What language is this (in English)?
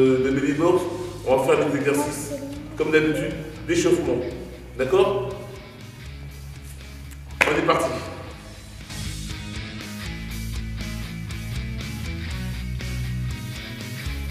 French